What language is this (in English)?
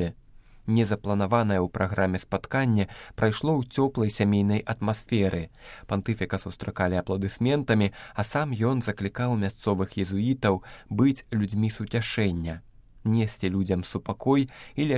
Belarusian